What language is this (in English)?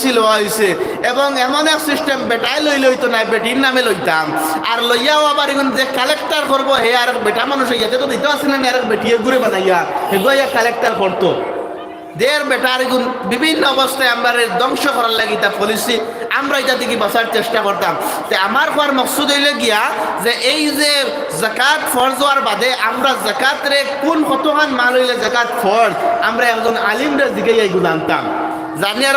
Sylheti